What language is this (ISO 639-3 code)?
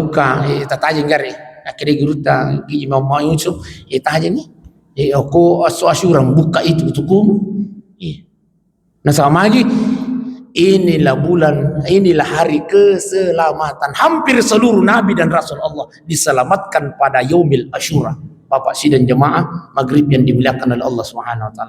bug